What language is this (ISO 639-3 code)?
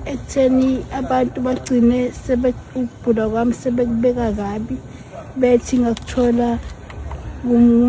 zul